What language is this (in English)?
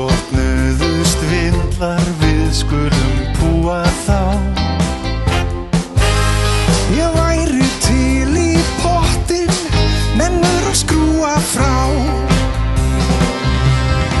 Icelandic